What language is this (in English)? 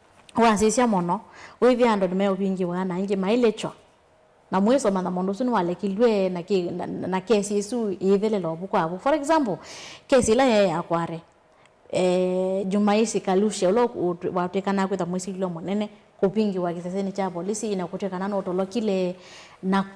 Kamba